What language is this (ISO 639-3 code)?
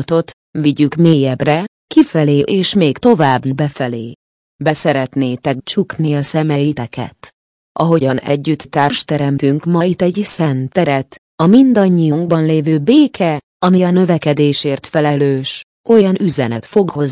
hun